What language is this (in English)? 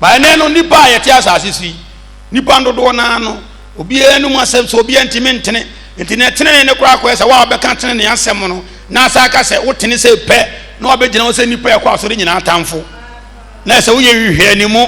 Akan